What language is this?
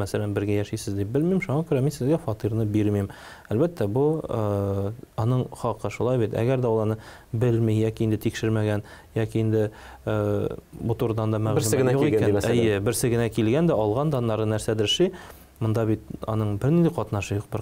Tatar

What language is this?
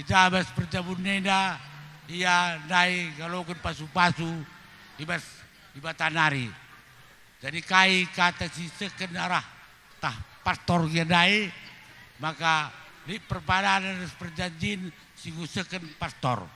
Batak Karo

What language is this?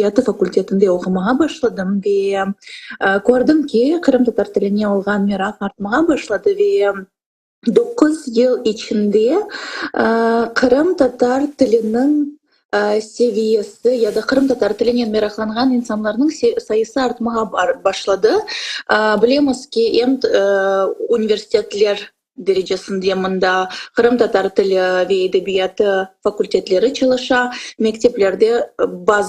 Crimean Tatar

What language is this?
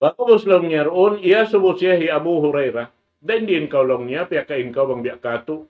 Tausug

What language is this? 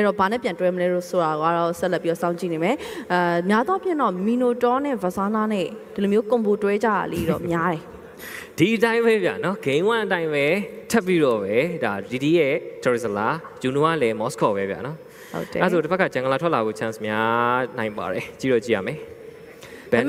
Burmese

